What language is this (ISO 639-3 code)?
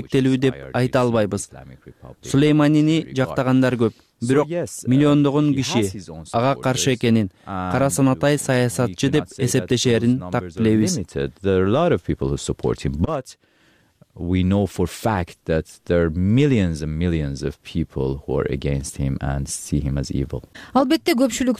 kir